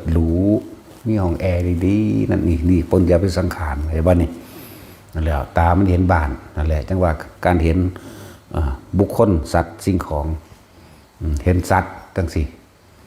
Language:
Northeastern Thai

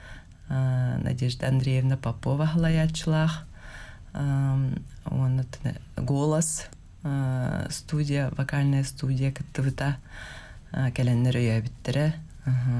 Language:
Yakut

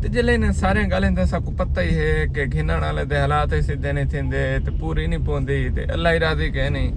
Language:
Saraiki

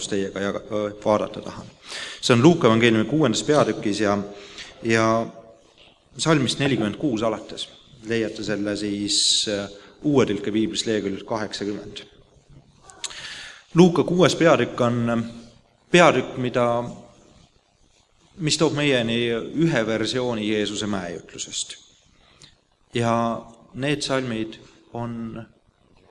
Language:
Estonian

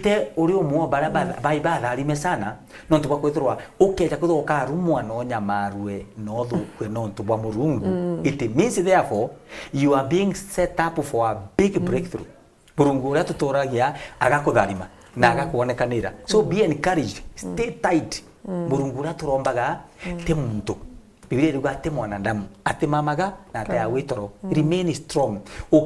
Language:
Meru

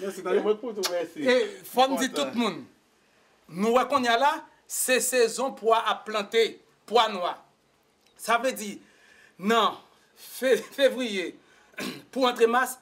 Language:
Haitian Creole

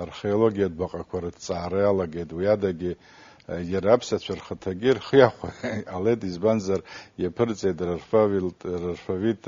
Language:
Abkhazian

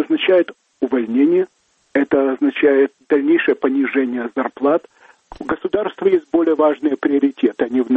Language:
Russian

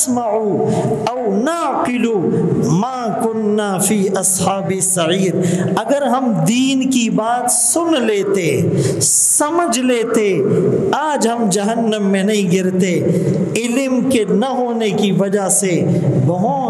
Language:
Urdu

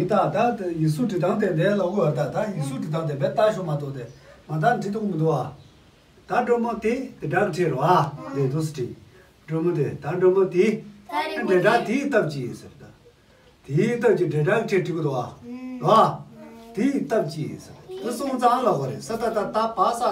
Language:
Tibetan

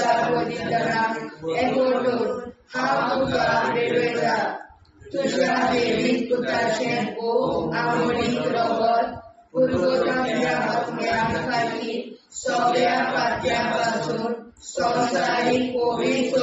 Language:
Konkani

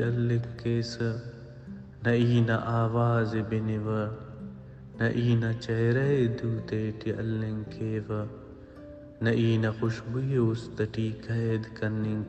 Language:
Brahui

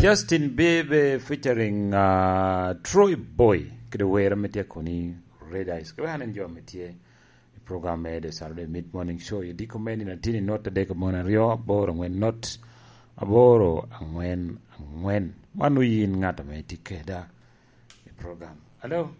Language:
Lango (Uganda)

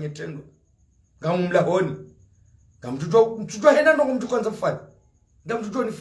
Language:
Ngazidja Comorian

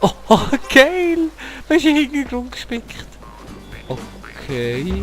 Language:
Swiss German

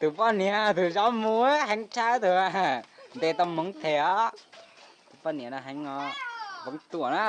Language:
Hmong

